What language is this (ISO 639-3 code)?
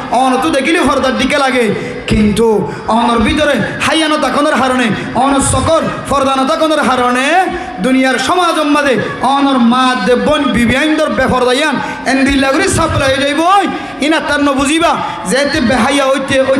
rhg